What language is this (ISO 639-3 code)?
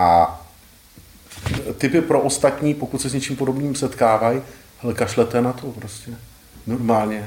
ces